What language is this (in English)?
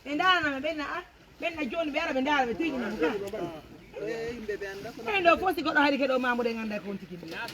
Pular